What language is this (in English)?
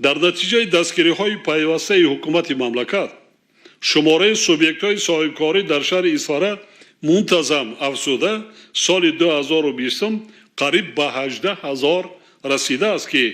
Tajik